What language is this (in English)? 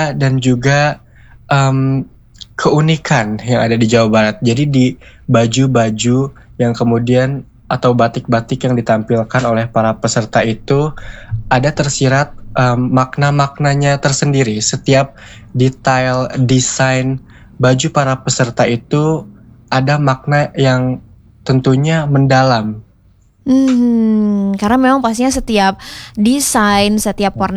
Indonesian